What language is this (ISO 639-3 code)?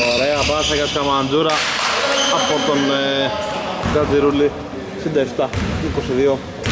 ell